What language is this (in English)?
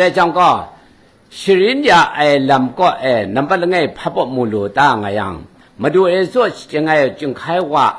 Kachin